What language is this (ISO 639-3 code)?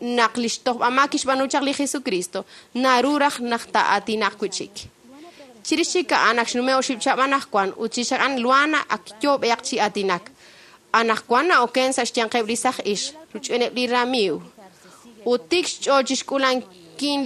kek